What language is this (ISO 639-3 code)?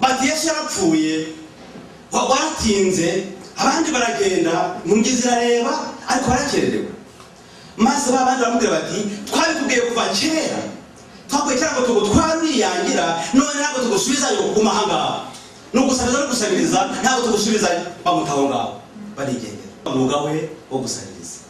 kin